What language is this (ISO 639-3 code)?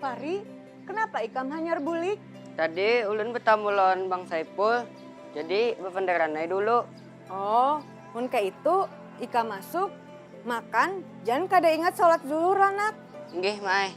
bjn